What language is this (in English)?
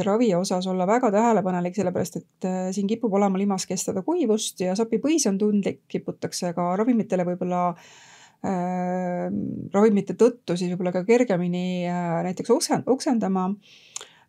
Estonian